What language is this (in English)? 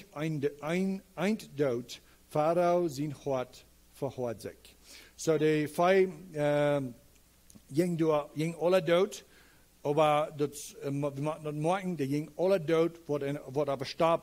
Plautdietsch